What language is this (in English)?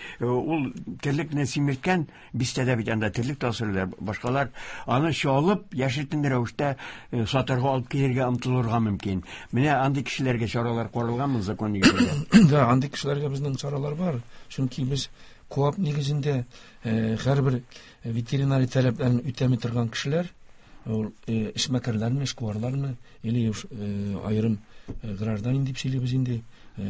Tatar